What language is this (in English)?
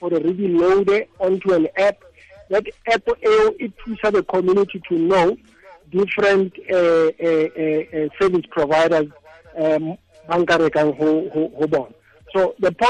Tswana